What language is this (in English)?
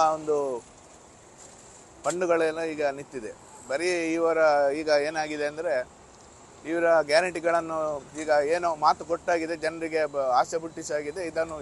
Kannada